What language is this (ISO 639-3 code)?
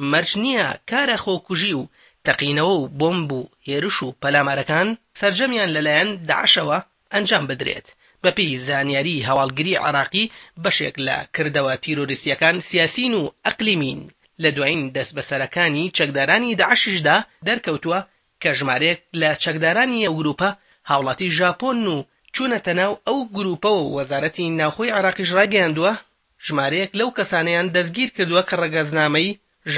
ckb